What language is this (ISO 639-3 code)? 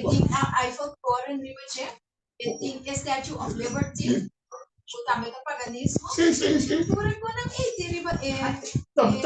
pap